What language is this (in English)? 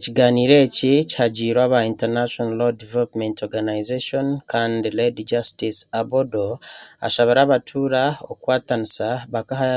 Nyankole